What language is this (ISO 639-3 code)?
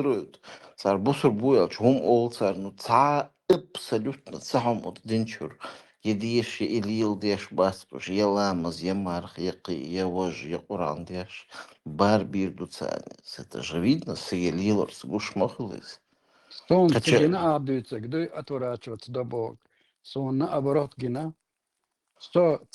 che